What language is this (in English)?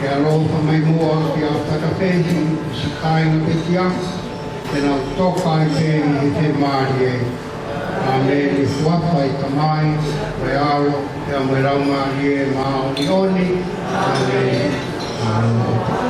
Tongan